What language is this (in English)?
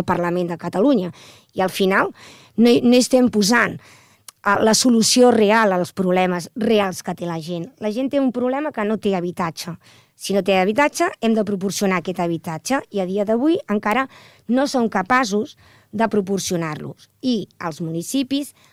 Catalan